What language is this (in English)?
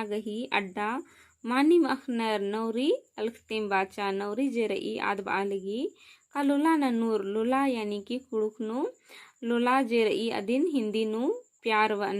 Kurukh